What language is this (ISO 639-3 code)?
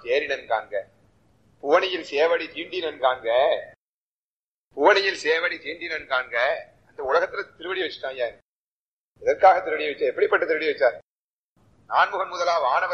tam